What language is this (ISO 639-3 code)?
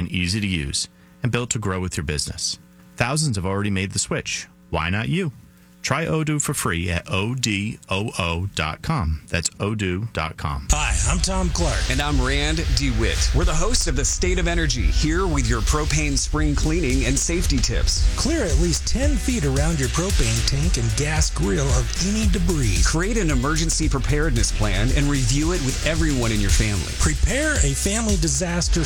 eng